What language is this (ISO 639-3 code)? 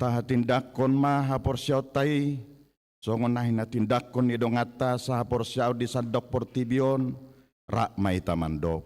bbc